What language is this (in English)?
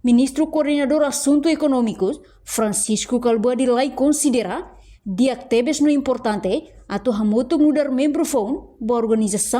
Tetum